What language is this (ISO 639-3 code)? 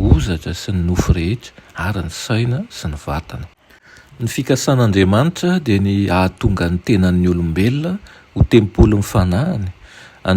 mlg